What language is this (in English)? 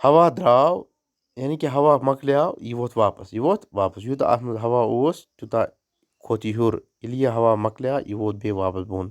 Kashmiri